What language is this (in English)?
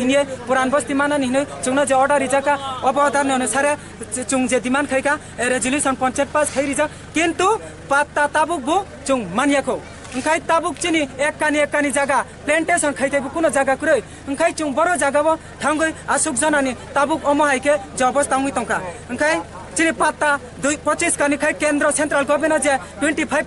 Kok Borok